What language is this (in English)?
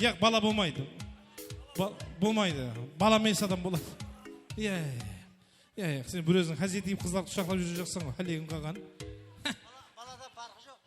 Kara-Kalpak